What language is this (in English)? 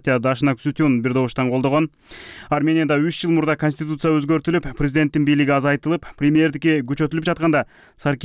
Kyrgyz